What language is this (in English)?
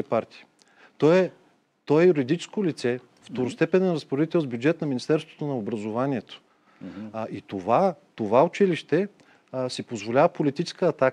Bulgarian